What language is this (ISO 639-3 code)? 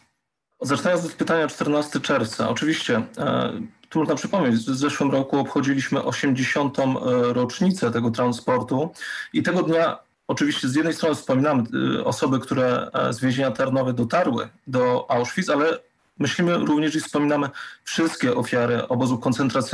pol